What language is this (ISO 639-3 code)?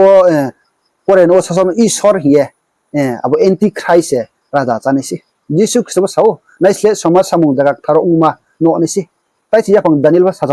ria